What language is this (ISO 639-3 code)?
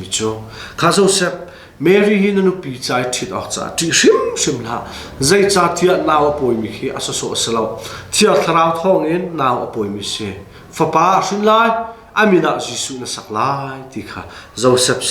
cnh